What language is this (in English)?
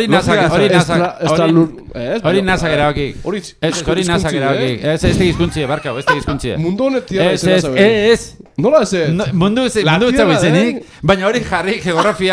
Basque